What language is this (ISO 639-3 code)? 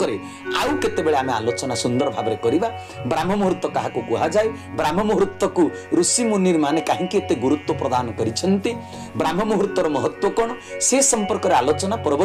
ori